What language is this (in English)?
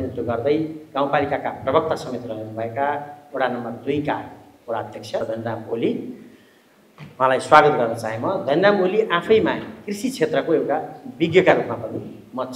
Nepali